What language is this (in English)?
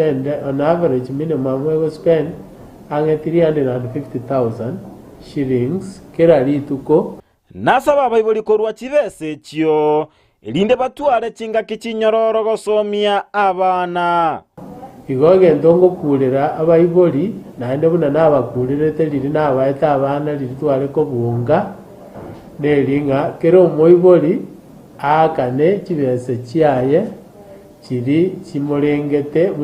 Gusii